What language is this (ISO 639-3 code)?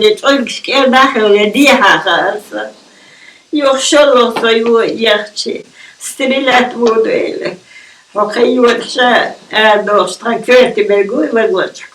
che